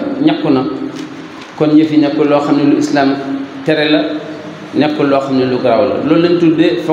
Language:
Wolof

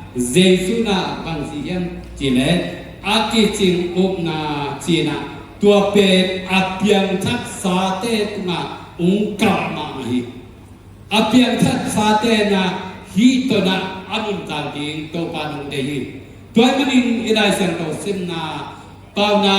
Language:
Tedim Chin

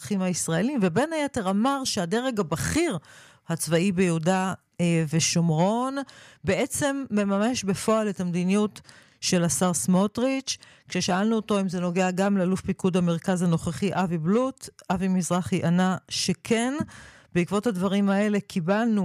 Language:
Hebrew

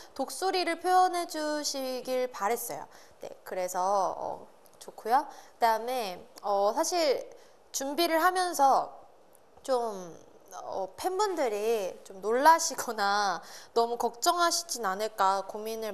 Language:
Korean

